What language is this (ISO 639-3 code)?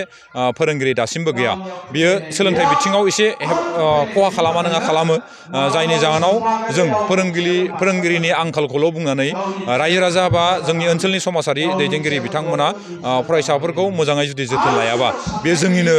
brx